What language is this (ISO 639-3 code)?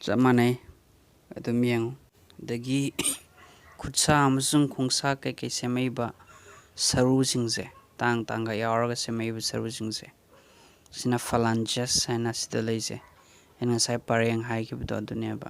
mni